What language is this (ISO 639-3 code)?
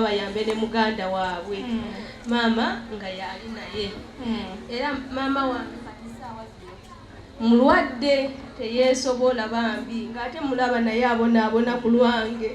lug